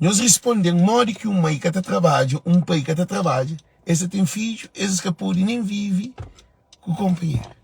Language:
Kabuverdianu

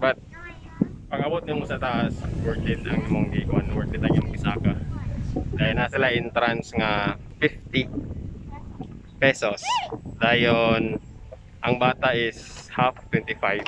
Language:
Cebuano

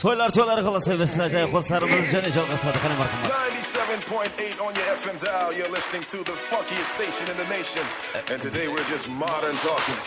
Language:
Kara-Kalpak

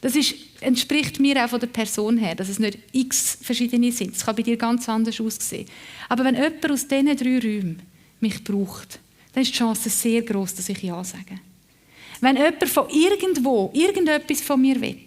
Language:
Swiss German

